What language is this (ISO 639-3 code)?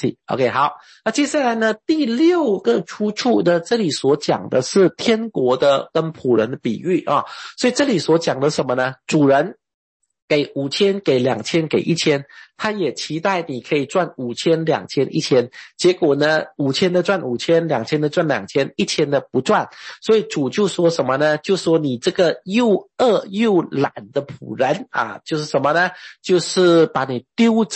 zho